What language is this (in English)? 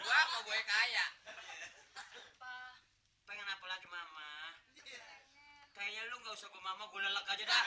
Betawi